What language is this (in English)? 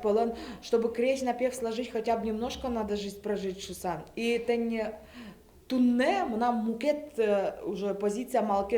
Udmurt